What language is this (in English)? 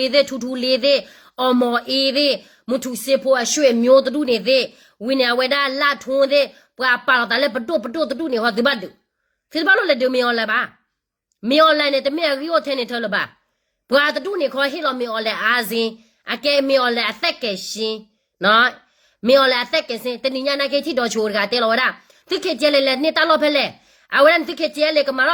S'gaw Karen